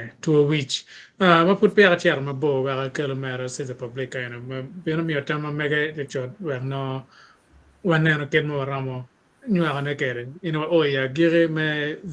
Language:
Acoli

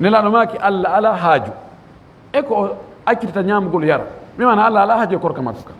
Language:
Fula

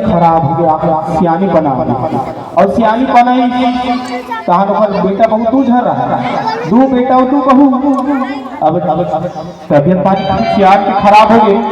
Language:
Chhattisgarhi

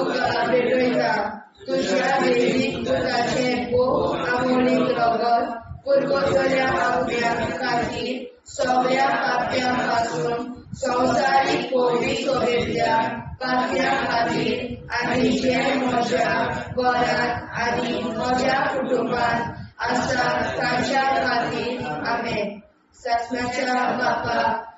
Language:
Konkani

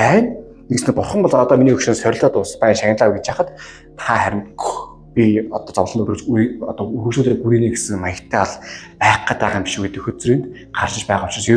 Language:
Mongolian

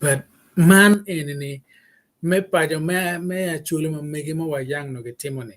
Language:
Acoli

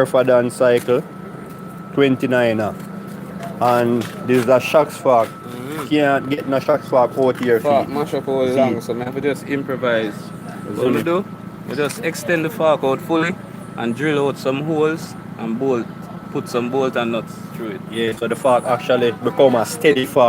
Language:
Jamaican Creole English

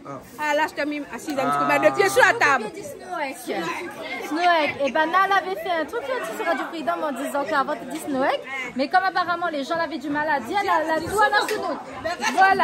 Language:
Réunion Creole French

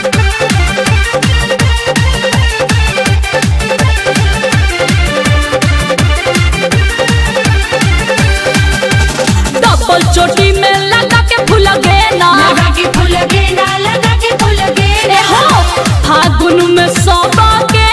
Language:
Bhojpuri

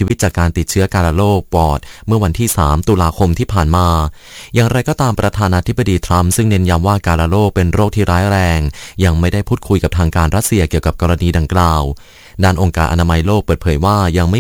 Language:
Thai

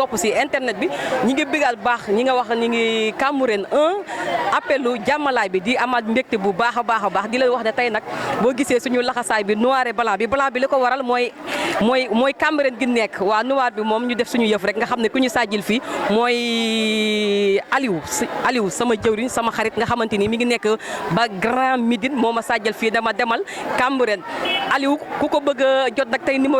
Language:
Wolof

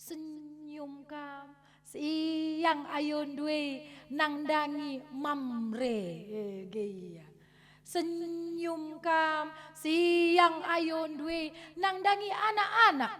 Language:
Batak Karo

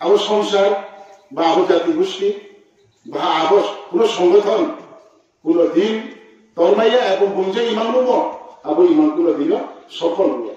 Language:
Riang (India)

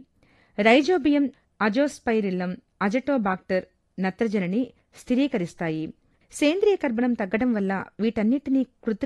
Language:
Telugu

